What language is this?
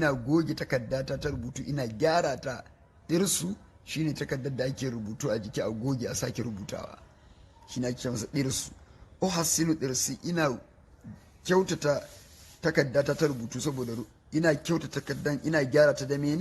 Hausa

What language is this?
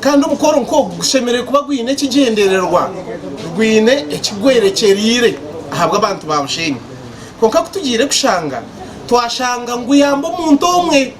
Nyankole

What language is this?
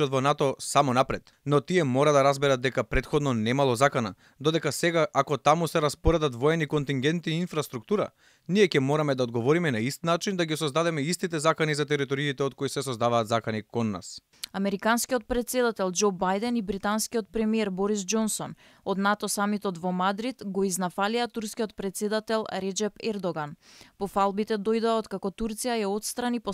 Macedonian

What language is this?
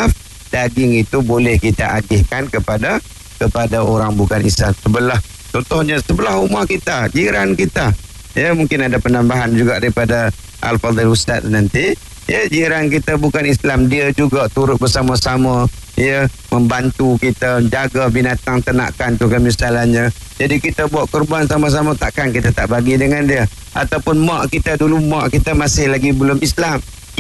Malay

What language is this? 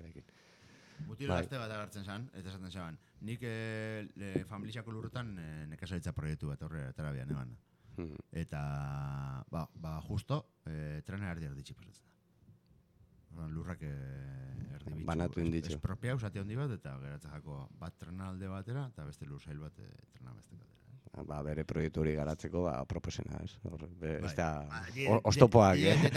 Basque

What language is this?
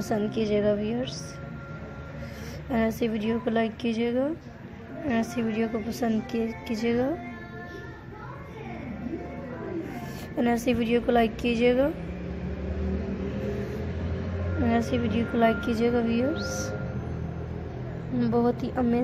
Hindi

